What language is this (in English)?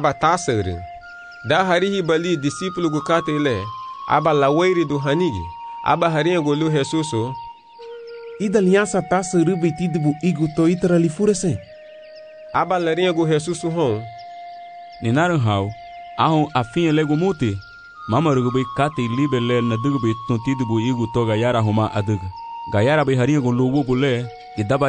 Garifuna